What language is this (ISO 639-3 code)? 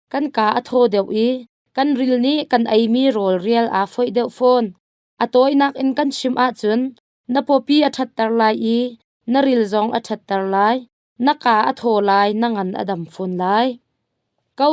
cnh